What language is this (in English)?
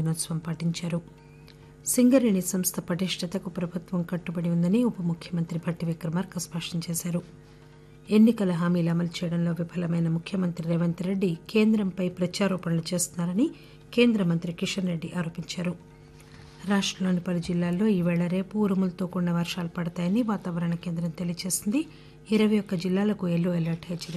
Telugu